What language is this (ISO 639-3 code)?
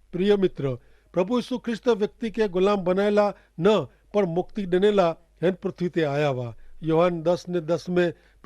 kfr